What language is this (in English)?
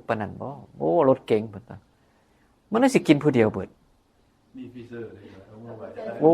Northeastern Thai